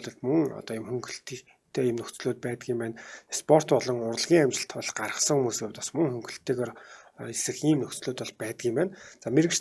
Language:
Mongolian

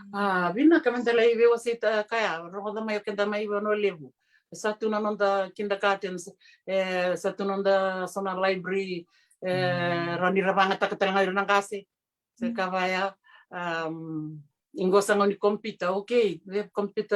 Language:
Fijian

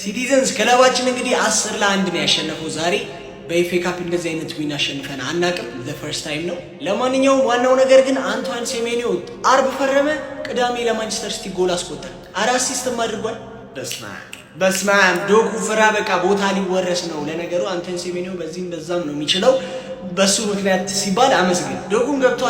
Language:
Amharic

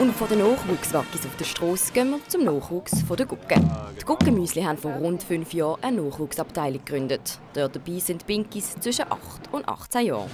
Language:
Swiss German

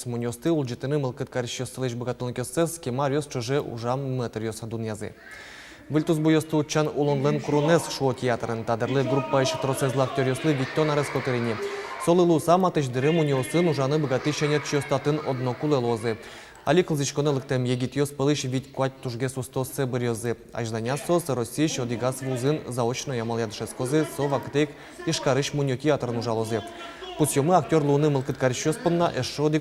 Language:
Udmurt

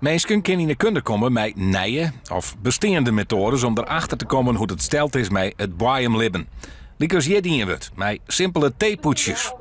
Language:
Western Frisian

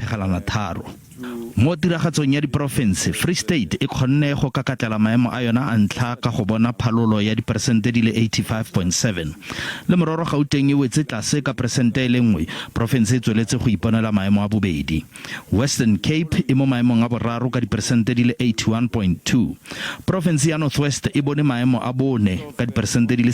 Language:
Tswana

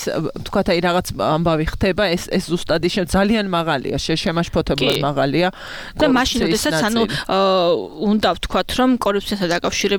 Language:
Georgian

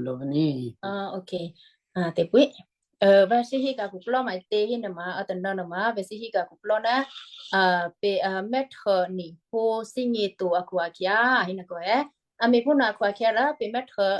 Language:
Western Kayah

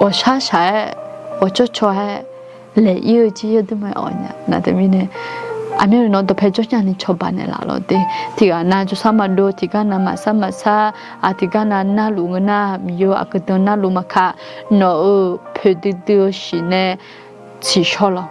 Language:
Akha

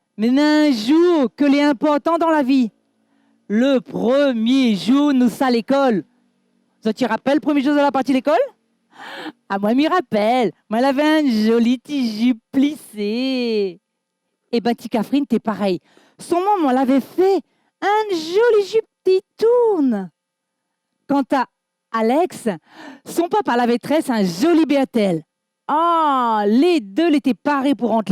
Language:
Réunion Creole French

